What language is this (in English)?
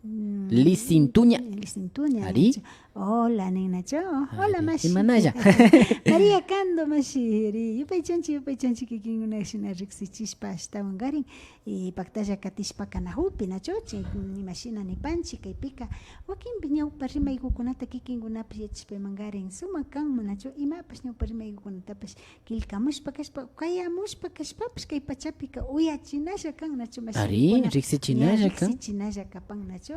Imbabura Highland Quichua